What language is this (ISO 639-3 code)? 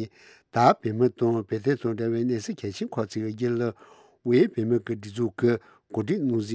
bod